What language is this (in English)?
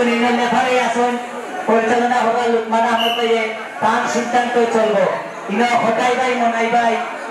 Sylheti